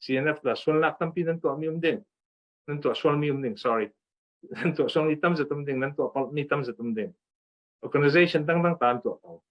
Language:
Hakha Chin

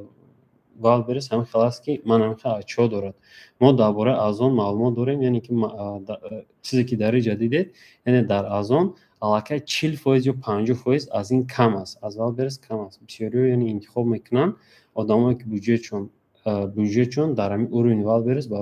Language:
Tajik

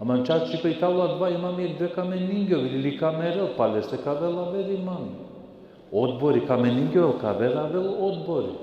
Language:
Balkan Romani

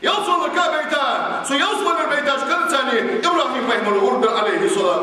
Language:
Ingush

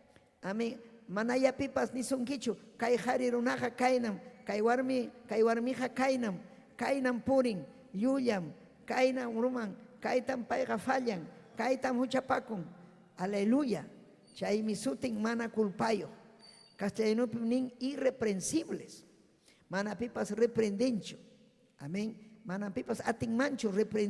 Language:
Ayacucho Quechua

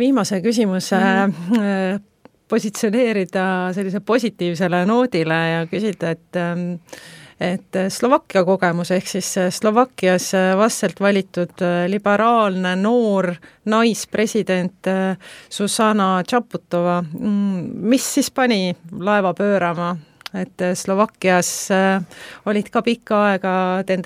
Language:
Estonian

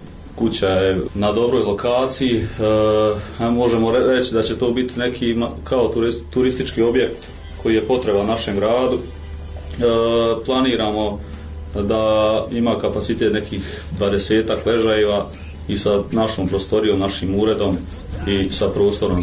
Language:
Bosnian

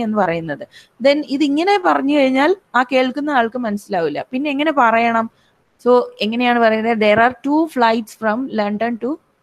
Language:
Malayalam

